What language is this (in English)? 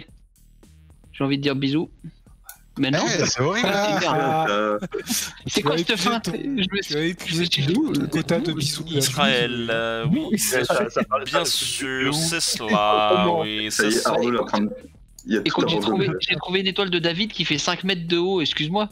French